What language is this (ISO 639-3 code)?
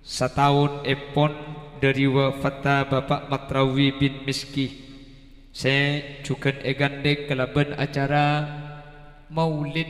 mad